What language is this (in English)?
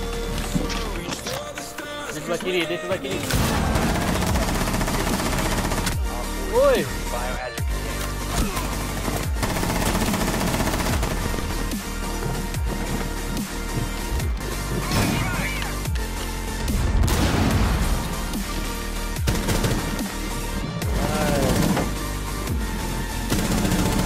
Malay